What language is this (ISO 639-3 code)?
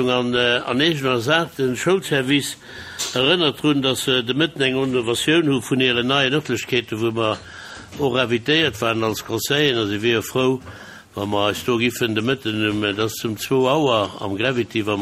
ltz